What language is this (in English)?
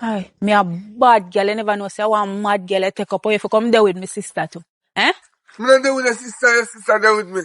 Jamaican Creole English